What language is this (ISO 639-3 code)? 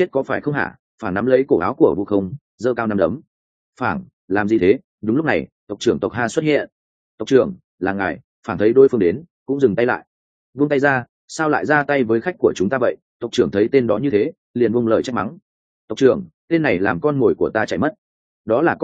vie